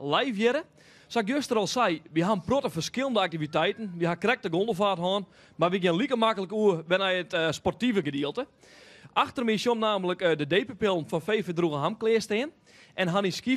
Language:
Western Frisian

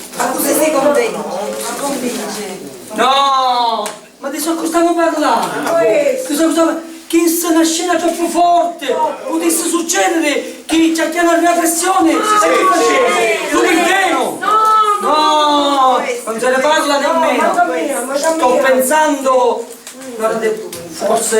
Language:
Sicilian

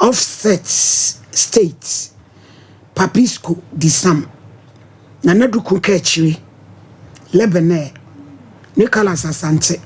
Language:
Akan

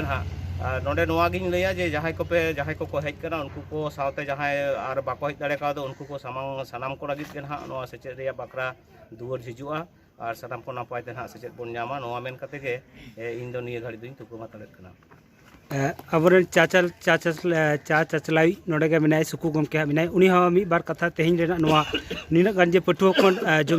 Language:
Santali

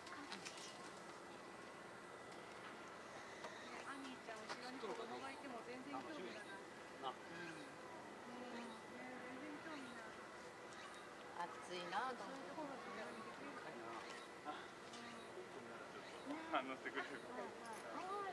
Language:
Japanese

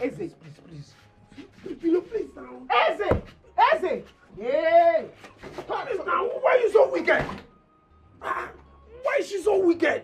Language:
Nigerian Pidgin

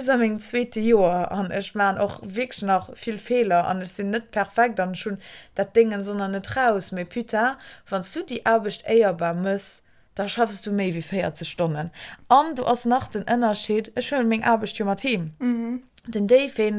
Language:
Luxembourgish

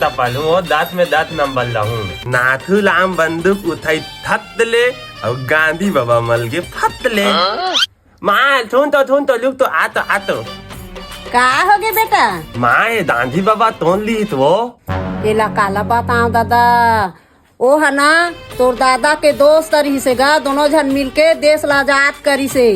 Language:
Chhattisgarhi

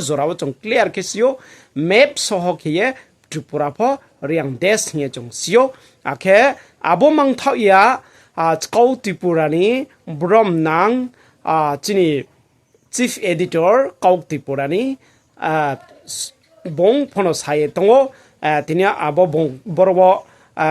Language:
Riang (India)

